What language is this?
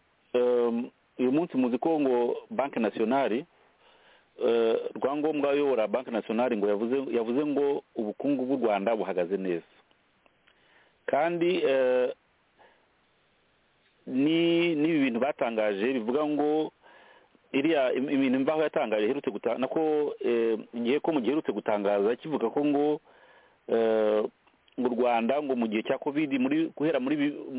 Kinyarwanda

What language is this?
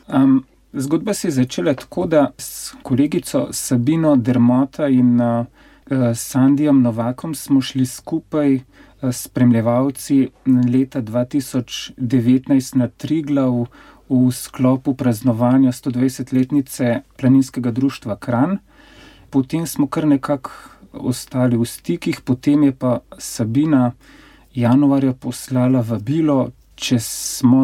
Slovenian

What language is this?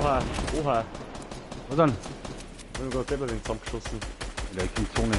Bavarian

